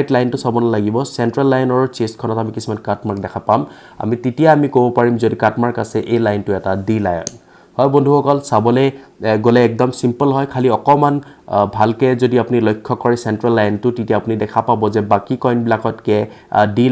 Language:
Assamese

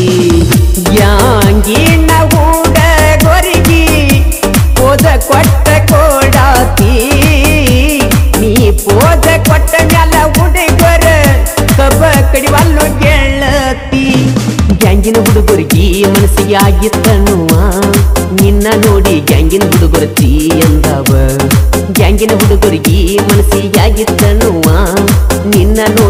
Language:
Kannada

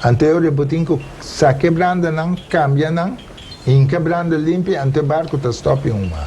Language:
Papiamento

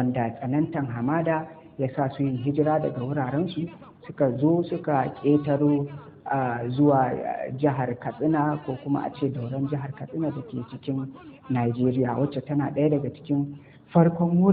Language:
Hausa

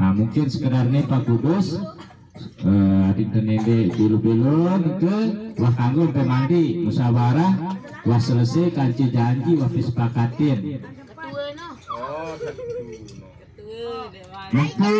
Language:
Sasak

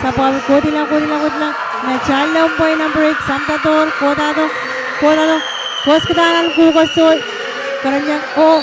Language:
Pohnpeian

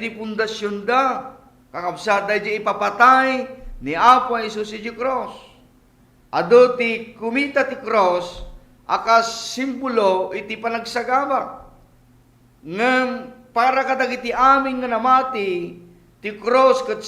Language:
Iloko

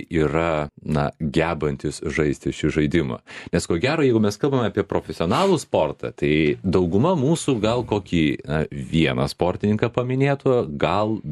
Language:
Lithuanian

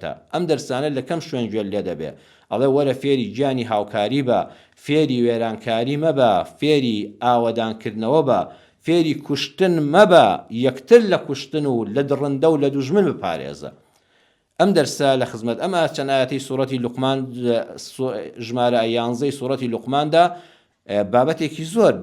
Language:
Central Kurdish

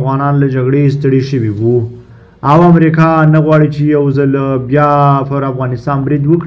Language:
Pashto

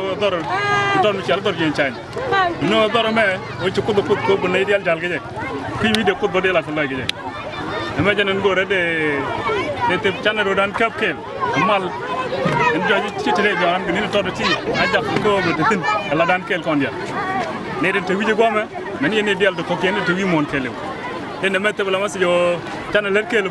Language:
Nuer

